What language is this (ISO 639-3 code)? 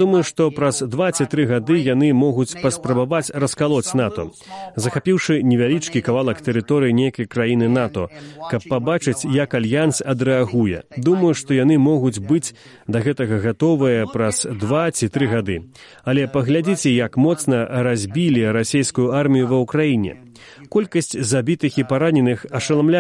bel